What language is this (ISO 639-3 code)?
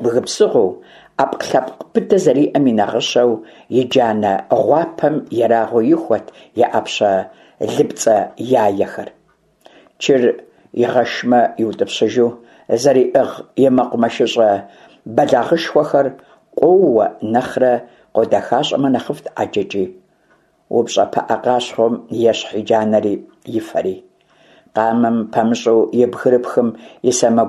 kbd